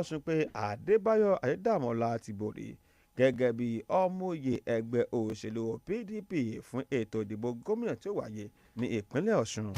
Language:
Yoruba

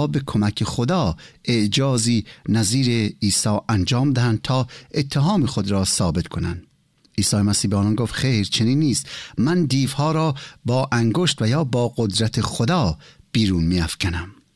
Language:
Persian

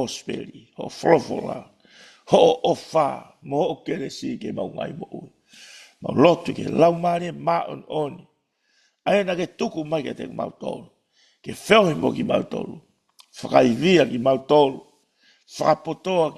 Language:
Tongan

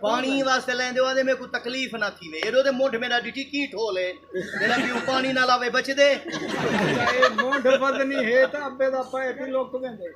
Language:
Saraiki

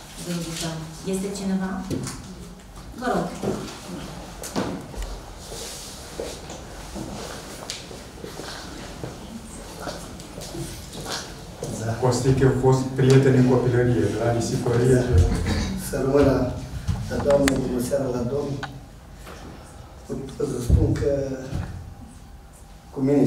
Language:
Romanian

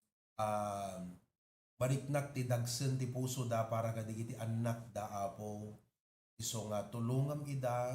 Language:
Iloko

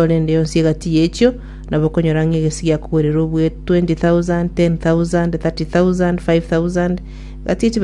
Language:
Gusii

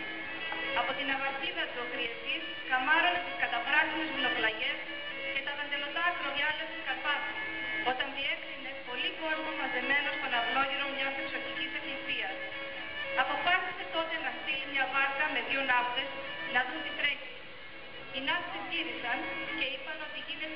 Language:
Greek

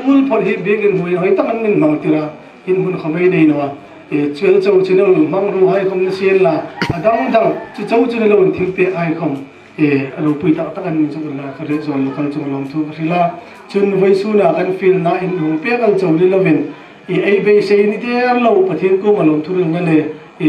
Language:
Hmar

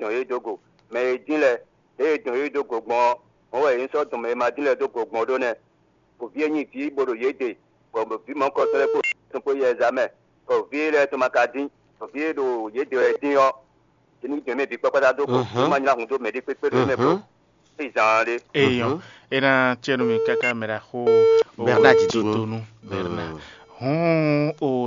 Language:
Fon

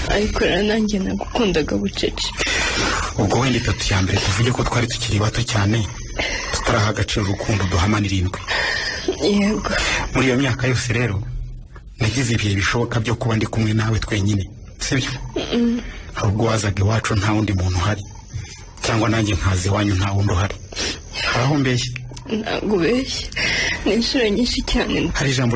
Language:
Kinyarwanda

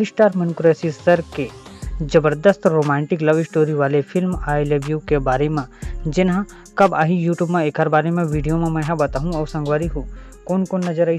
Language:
Chhattisgarhi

